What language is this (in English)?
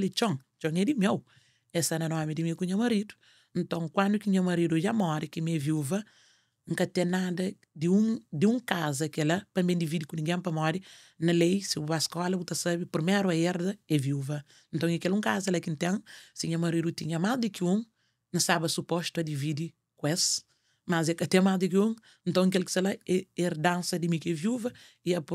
Kabuverdianu